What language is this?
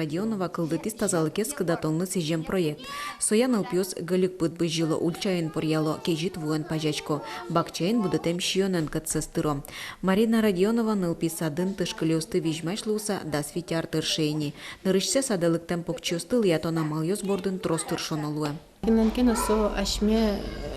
Udmurt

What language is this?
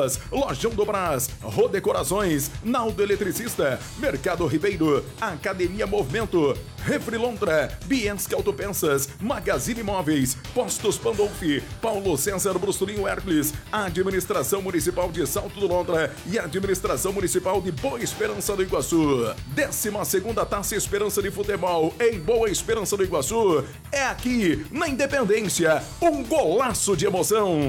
Portuguese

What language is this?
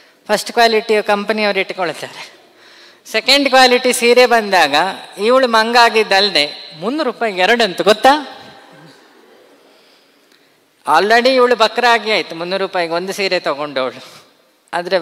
Kannada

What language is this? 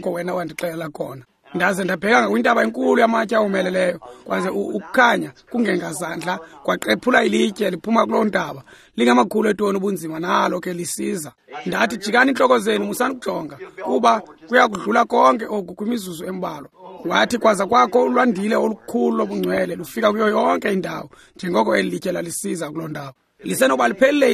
Xhosa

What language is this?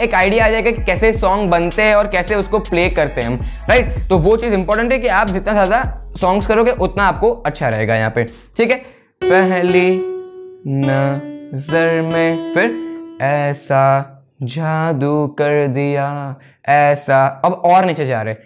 Hindi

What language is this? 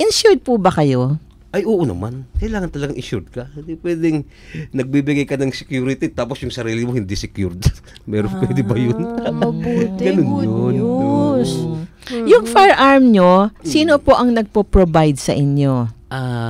Filipino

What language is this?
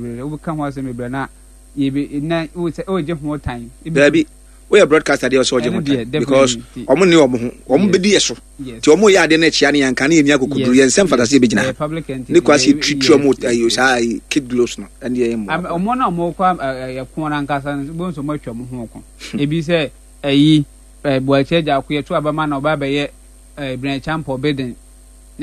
Akan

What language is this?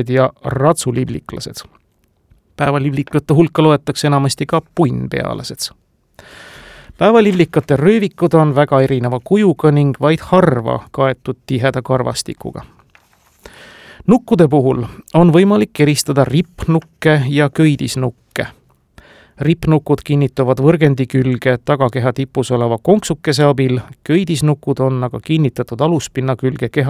Estonian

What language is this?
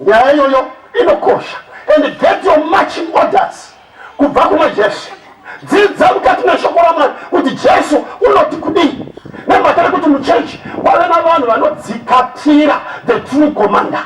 Shona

